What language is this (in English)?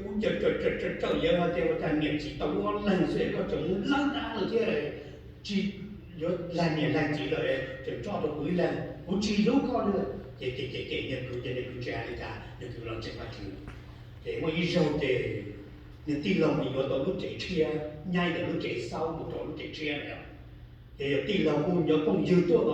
Hmong